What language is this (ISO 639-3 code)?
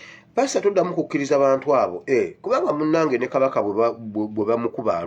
lug